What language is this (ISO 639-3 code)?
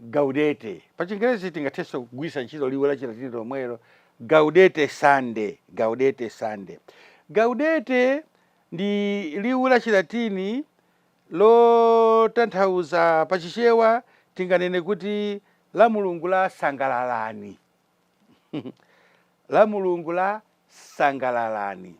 nya